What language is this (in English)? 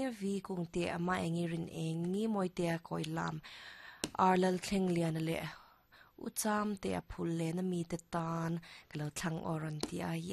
Mizo